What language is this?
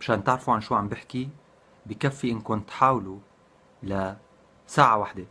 North Levantine Arabic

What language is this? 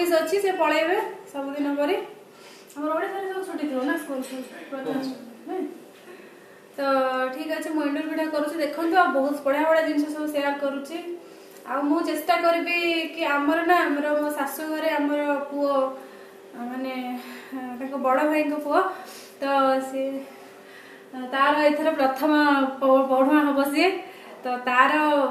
Odia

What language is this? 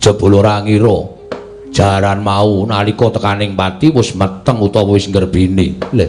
Javanese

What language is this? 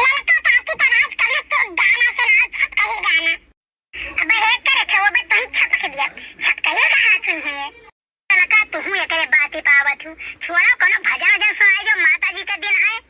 Awadhi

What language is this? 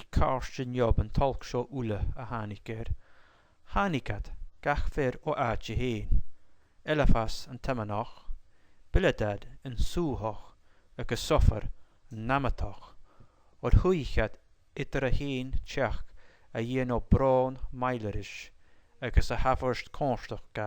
Scottish Gaelic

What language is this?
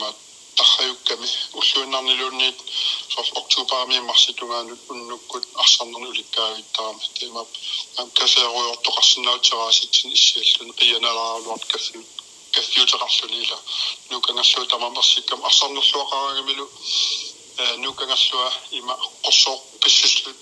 Kalaallisut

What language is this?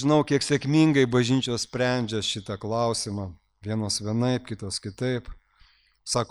Lithuanian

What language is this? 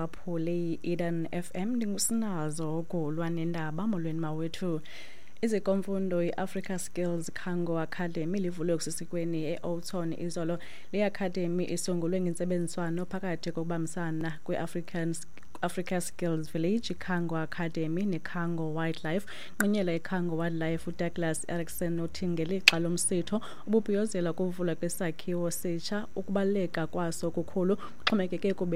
Xhosa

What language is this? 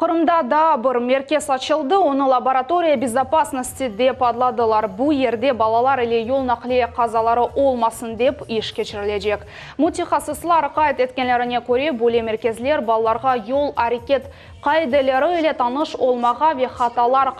Crimean Tatar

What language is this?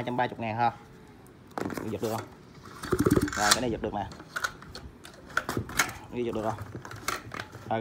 Vietnamese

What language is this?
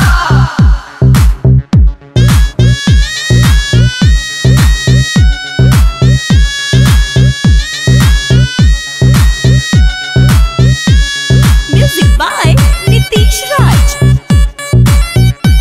Bhojpuri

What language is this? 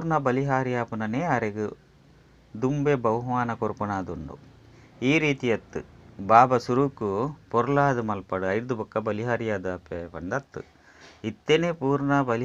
Tulu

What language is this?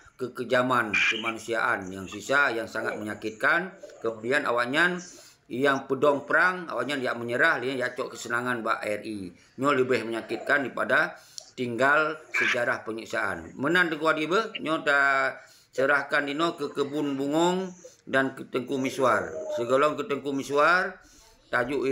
Achinese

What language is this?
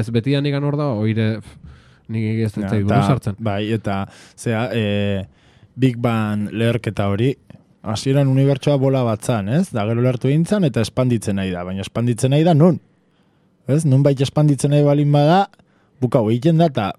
Basque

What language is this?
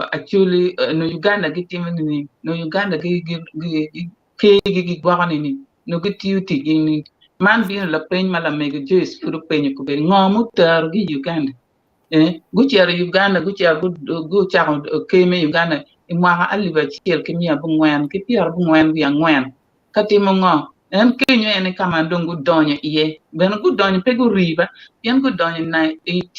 Acoli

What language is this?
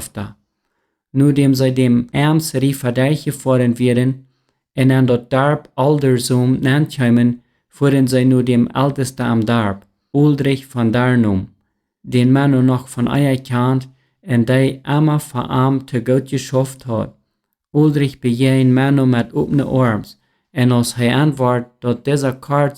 Plautdietsch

